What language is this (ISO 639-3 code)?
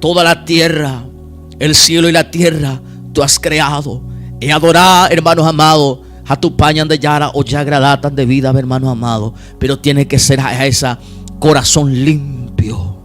grn